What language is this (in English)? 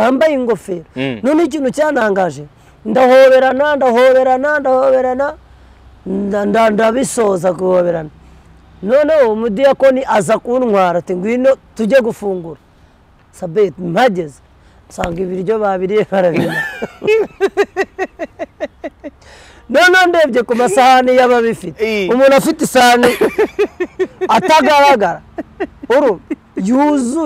Kinyarwanda